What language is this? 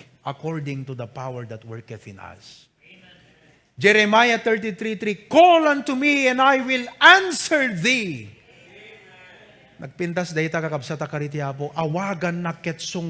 Iloko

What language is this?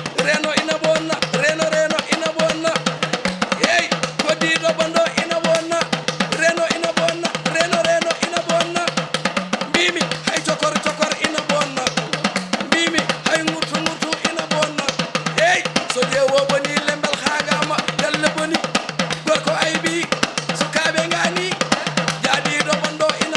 Fula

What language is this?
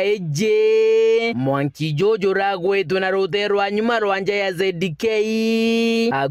Meru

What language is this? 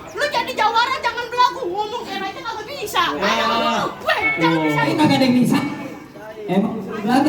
Betawi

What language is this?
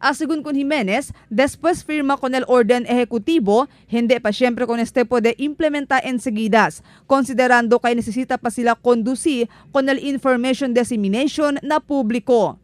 Chavacano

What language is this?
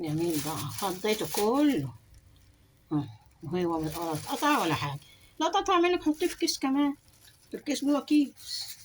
Egyptian Arabic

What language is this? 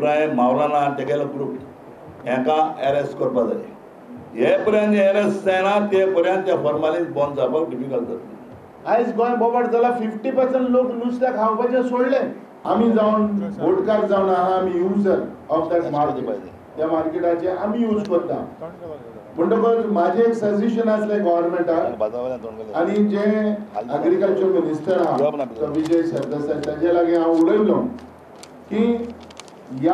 Konkani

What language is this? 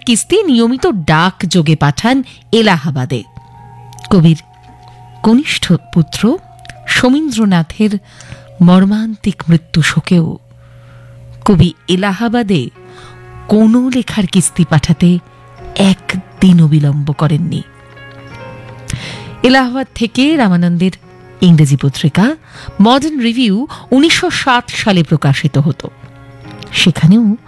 Bangla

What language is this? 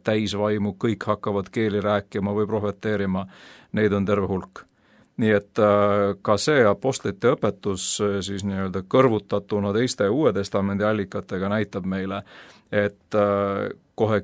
Estonian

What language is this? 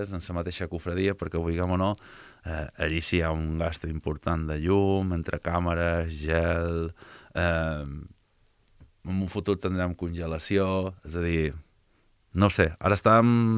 Catalan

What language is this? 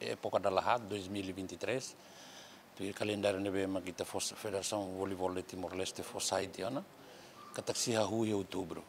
Tetum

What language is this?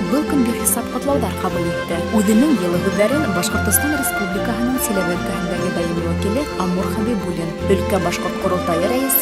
Bashkir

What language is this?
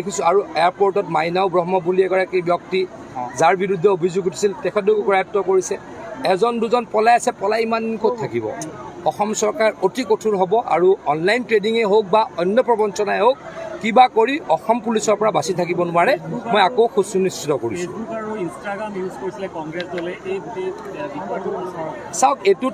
Assamese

